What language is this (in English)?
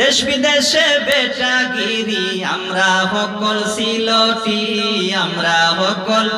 Sylheti